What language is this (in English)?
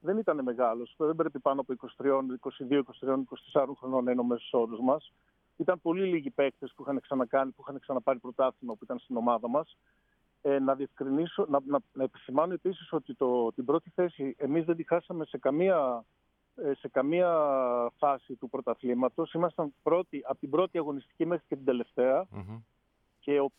Greek